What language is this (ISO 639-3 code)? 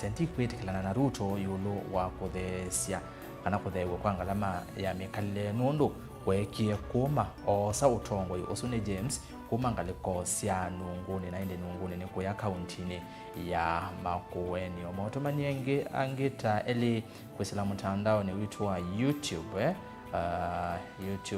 kam